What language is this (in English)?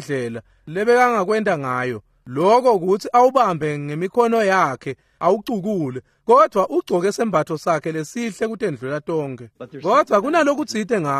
Swati